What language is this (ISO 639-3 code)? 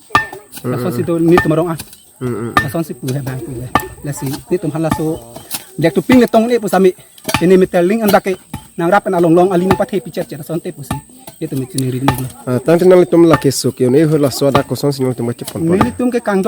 mjw